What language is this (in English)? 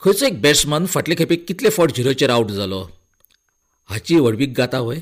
Konkani